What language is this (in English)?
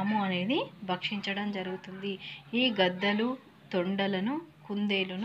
Telugu